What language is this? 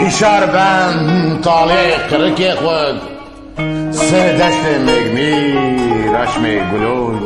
Zaza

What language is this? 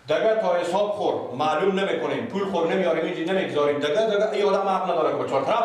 Persian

